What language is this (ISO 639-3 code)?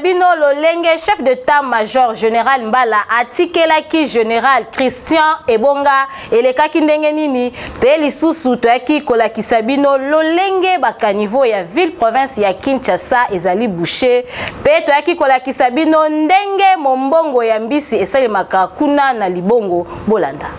lin